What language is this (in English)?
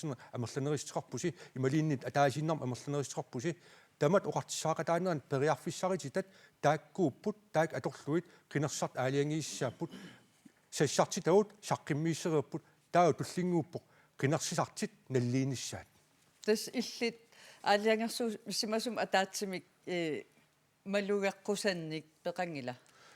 Kalaallisut